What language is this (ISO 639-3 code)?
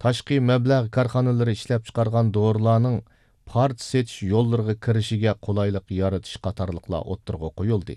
uig